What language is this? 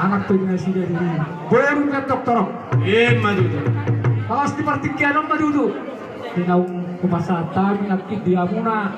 Batak Toba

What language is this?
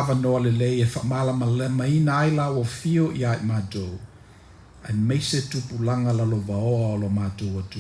Samoan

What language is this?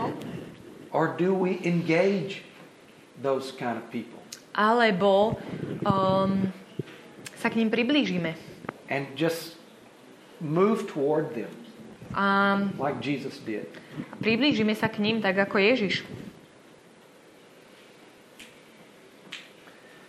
Slovak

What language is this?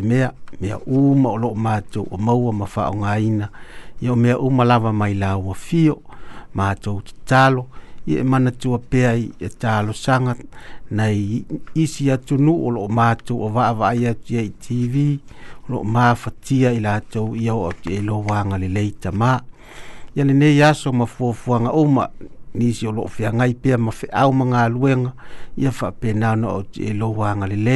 Samoan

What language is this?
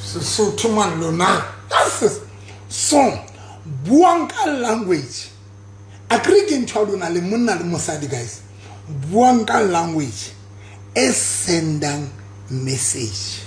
Southern Sotho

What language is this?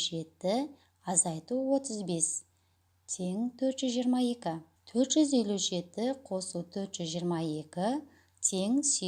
Kazakh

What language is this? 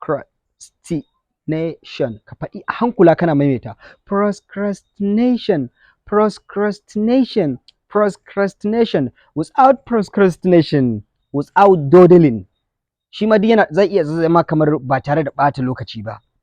Hausa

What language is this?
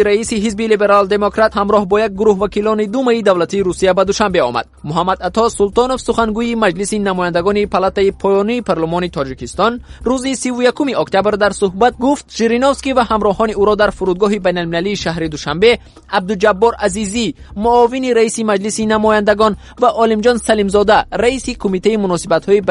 Tajik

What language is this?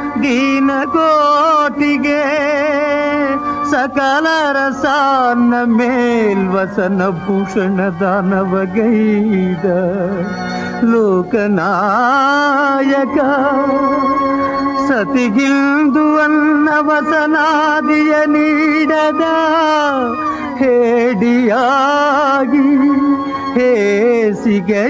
Kannada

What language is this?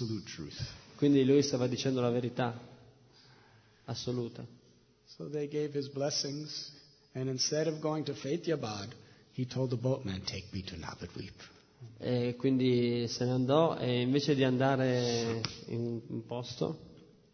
Italian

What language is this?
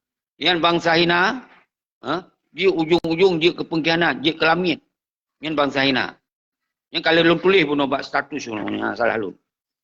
Achinese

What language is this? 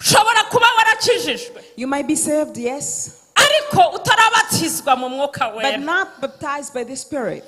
Kinyarwanda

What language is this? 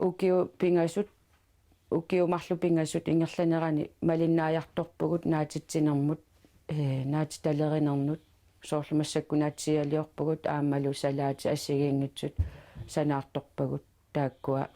Kalaallisut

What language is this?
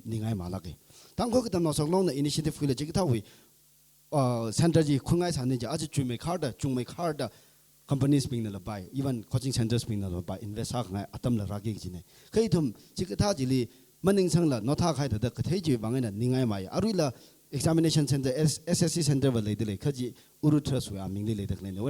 Tangkhul Naga (India)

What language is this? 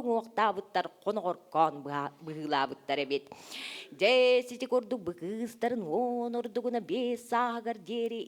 Yakut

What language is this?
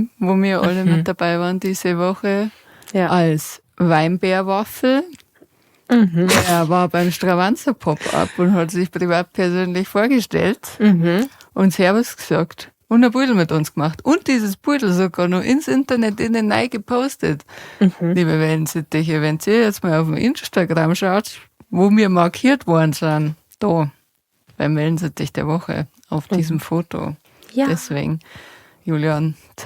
Bavarian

